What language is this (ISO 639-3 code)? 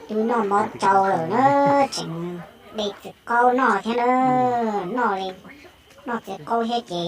hmn